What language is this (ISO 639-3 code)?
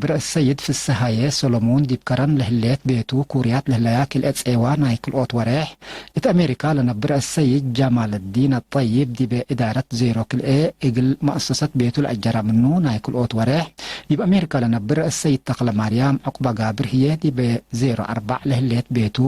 tig